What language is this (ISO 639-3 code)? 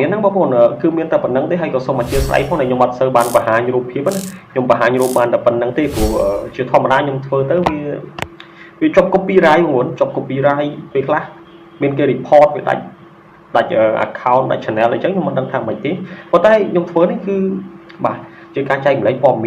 khm